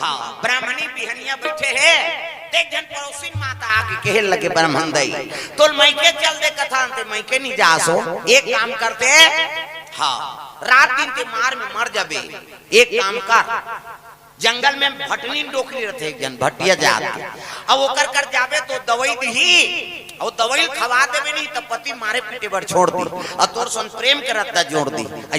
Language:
Chhattisgarhi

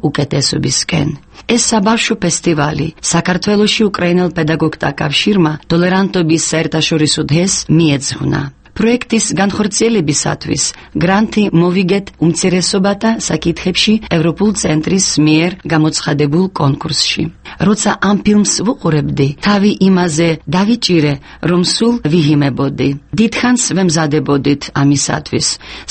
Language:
Georgian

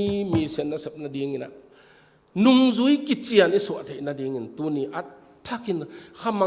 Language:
Tedim Chin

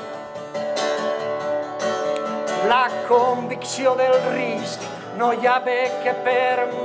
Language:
Catalan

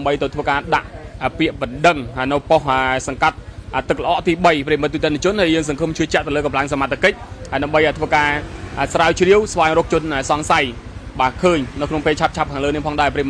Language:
Khmer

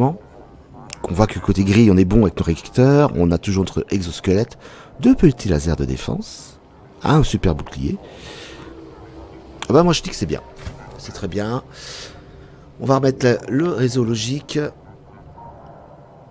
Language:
French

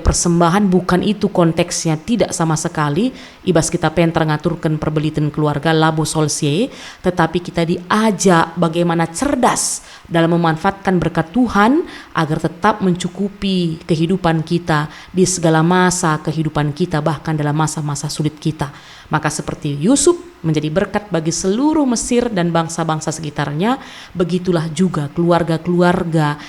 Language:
Batak Karo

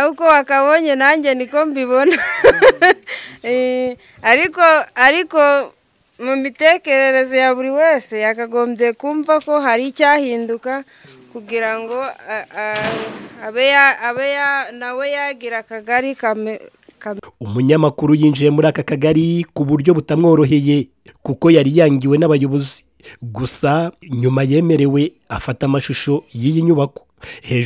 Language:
Kinyarwanda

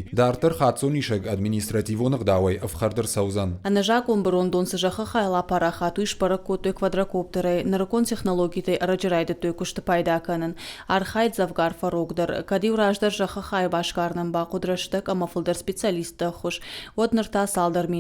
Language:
Ossetic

